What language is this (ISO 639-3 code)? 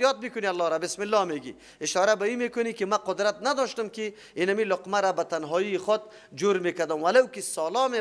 fas